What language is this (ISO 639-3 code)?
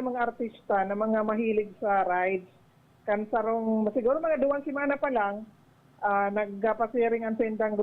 bik